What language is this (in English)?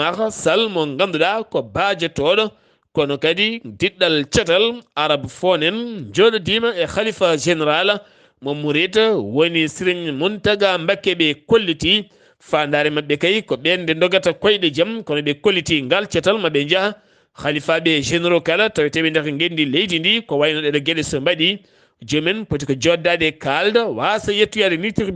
Fula